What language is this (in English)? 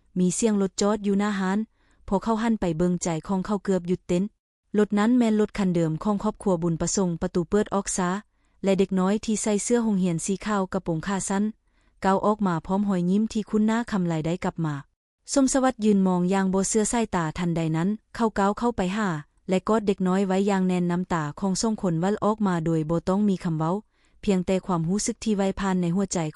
Lao